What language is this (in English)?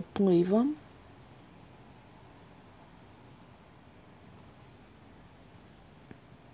Croatian